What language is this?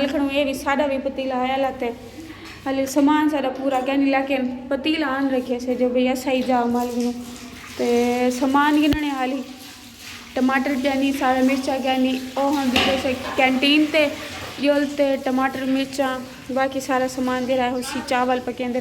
Saraiki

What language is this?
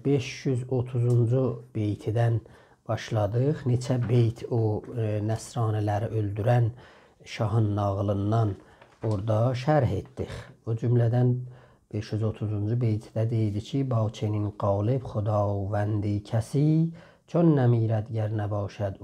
South Azerbaijani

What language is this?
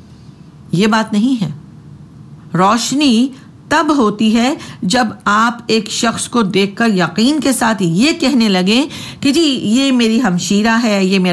Urdu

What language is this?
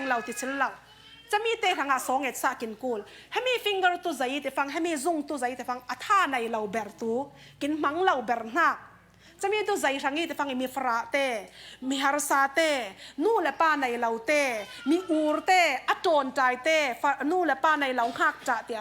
Falam Chin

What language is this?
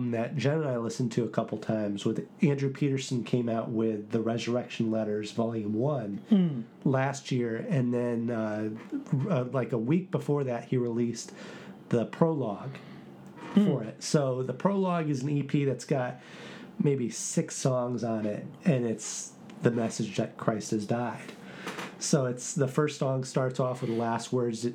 English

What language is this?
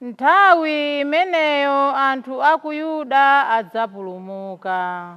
Nyanja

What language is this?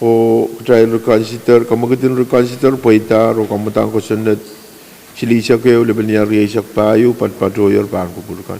Pohnpeian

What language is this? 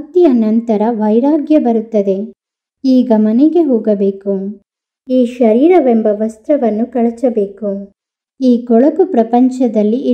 Kannada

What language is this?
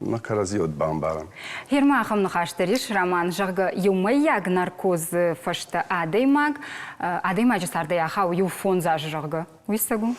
Ossetic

